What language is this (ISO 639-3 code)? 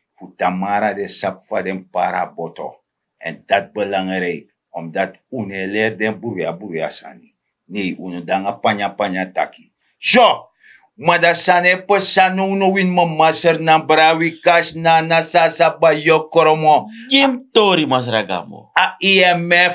srn